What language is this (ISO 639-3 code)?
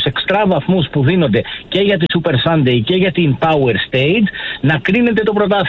ell